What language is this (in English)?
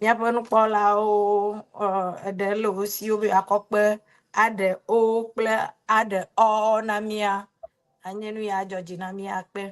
Ewe